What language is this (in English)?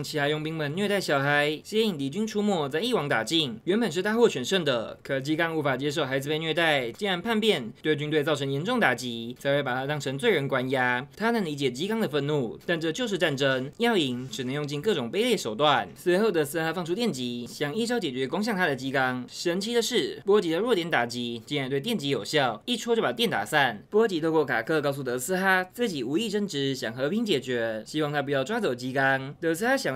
Chinese